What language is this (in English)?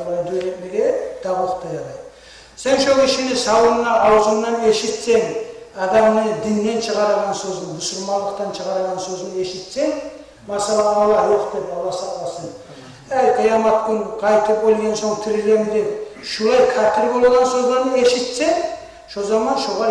Kumyk